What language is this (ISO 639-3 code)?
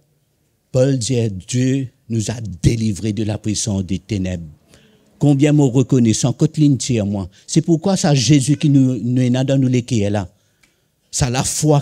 mfe